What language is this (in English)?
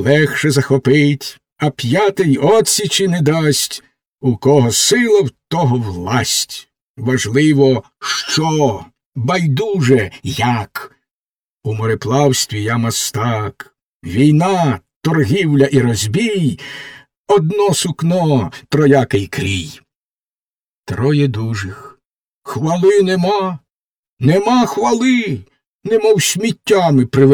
Ukrainian